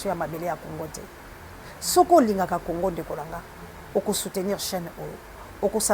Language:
Lingala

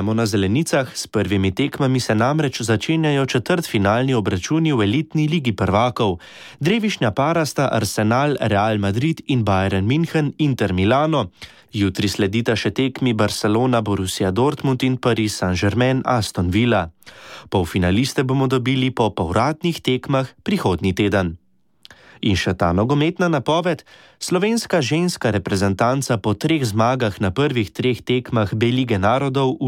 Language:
Slovenian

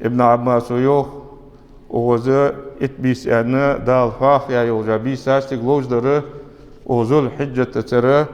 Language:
Ingush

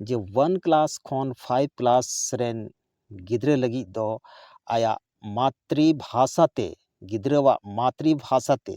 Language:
Santali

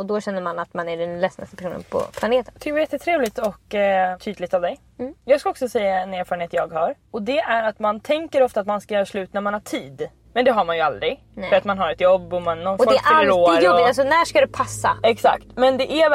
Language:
Swedish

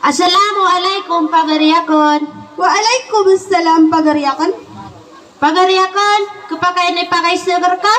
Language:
Maranao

